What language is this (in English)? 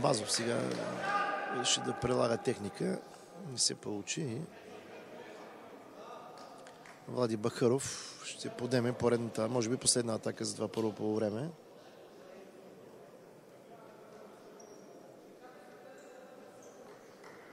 Bulgarian